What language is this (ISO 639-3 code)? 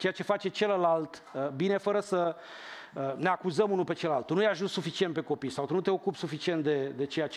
ron